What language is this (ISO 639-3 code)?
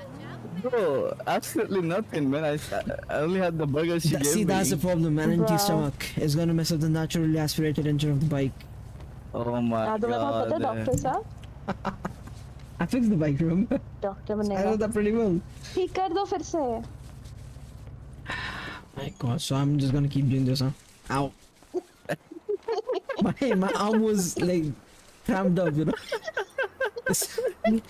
eng